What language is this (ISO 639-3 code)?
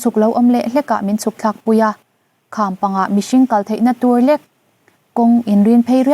lus